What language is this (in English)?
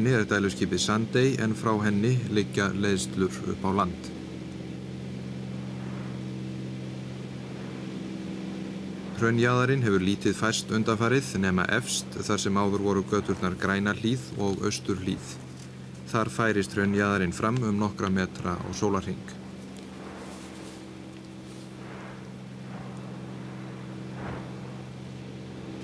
Icelandic